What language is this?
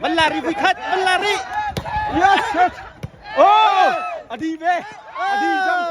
Hakha Chin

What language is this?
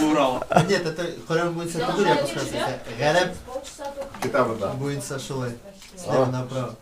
Bashkir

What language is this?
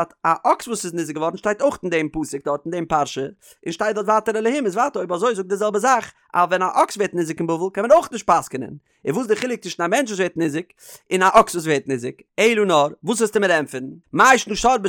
Yiddish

